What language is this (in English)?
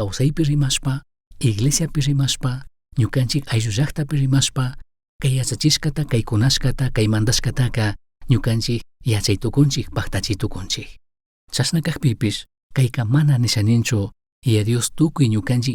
Chimborazo Highland Quichua